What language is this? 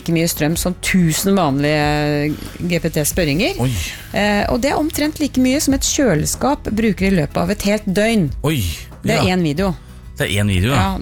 Norwegian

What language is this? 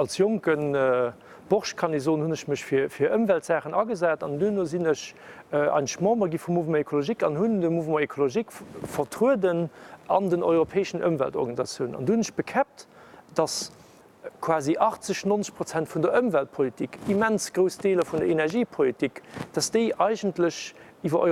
Luxembourgish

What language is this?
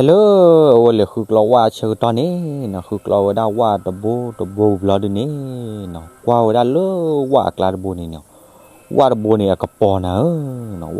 S'gaw Karen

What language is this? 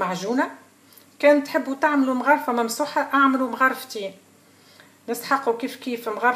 Tunisian Arabic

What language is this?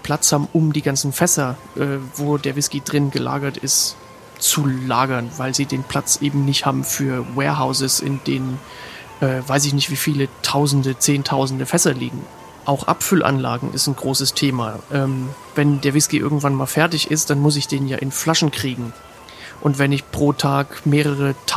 German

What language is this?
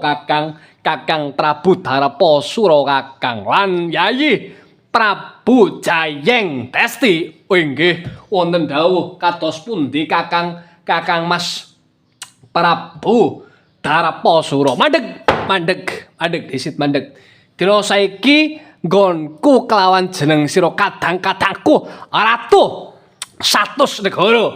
Javanese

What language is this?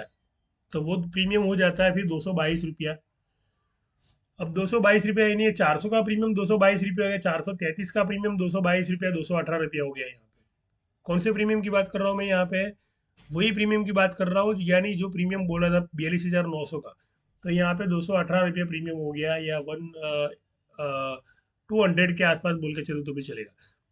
Hindi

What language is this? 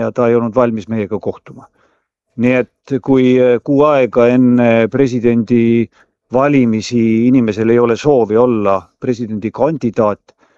Estonian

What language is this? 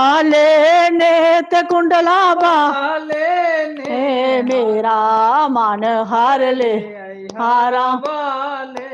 Dogri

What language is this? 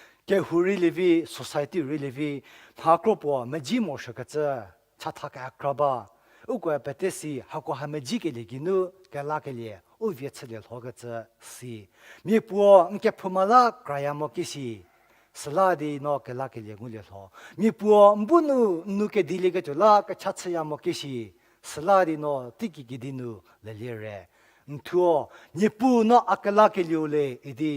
Angami Naga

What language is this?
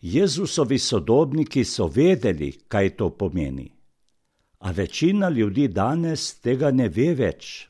Slovenian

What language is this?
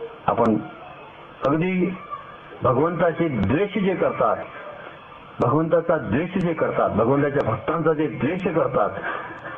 Marathi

